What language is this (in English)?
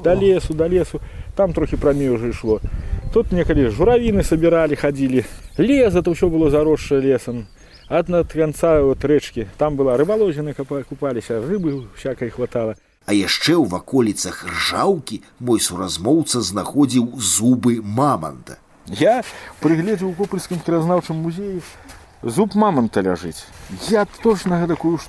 Belarusian